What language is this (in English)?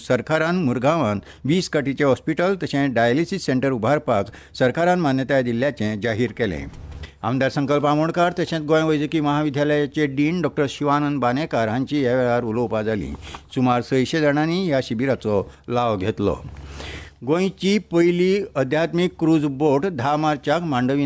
Konkani